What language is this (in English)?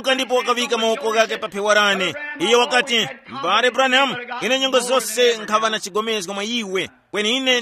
Tumbuka